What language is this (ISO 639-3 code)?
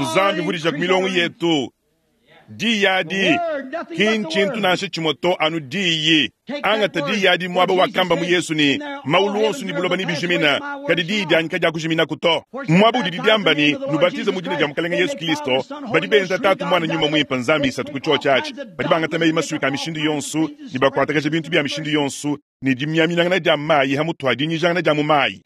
lua